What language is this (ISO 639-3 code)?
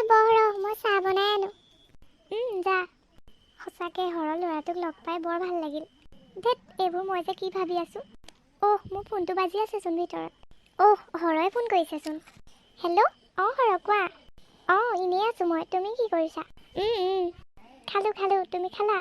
asm